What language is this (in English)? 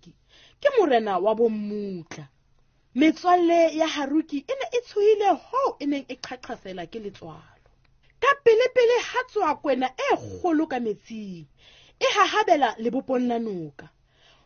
Southern Sotho